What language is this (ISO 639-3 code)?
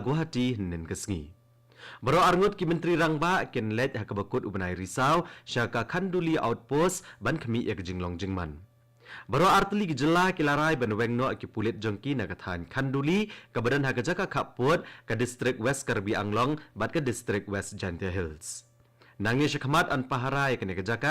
kha